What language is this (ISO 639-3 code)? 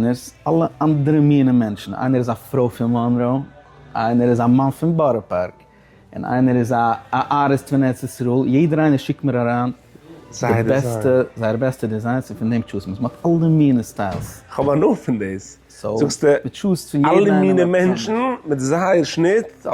yid